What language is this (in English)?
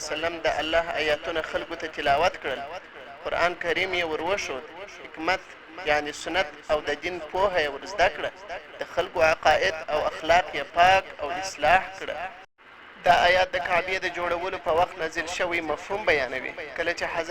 Pashto